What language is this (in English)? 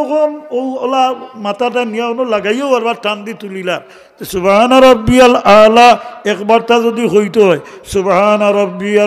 Sylheti